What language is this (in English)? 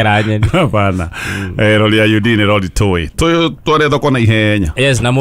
Kikuyu